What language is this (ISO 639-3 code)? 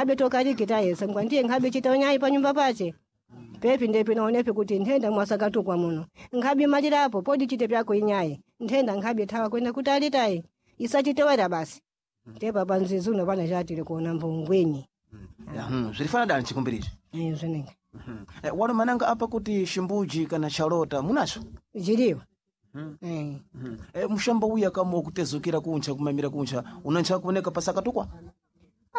seh